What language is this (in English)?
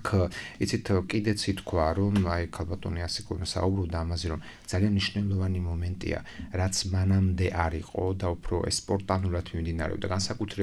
Georgian